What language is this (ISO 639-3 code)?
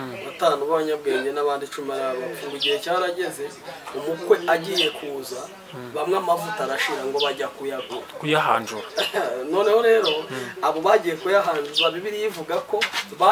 kin